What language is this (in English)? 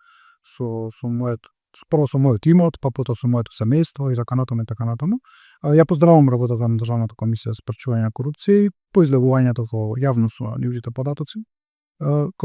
Macedonian